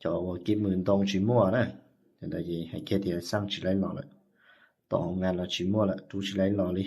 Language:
Hmong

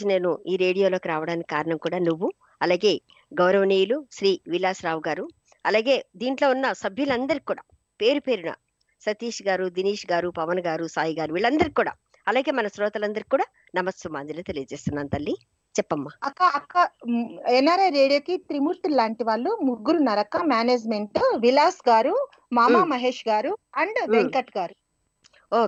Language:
Telugu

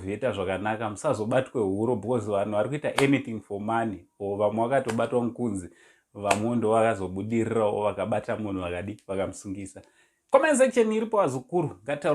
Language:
Shona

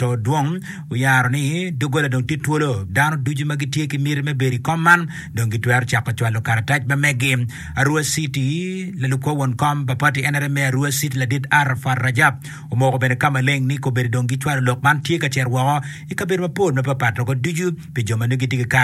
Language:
Acoli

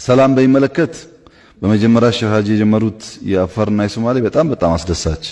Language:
Amharic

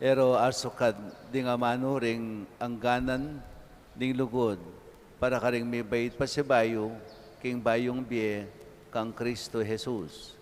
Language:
Pampanga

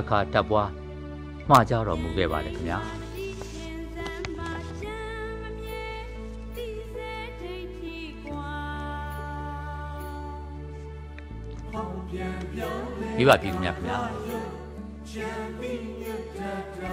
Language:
Burmese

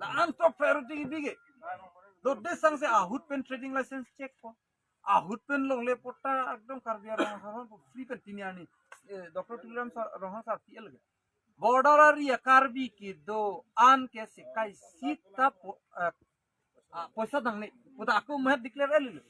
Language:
Karbi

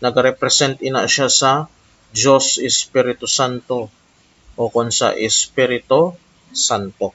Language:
Hiligaynon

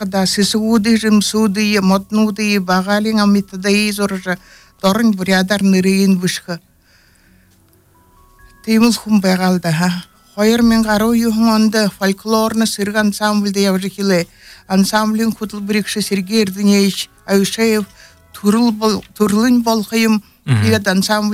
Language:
Buriat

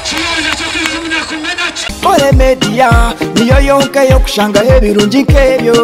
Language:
Nyankole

